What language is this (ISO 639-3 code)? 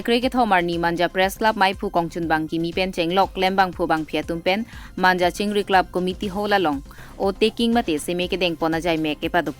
mjw